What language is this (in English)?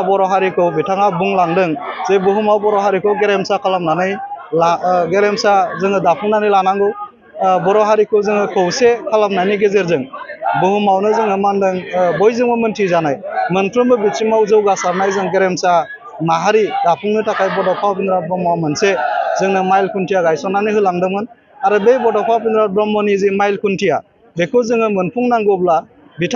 Bodo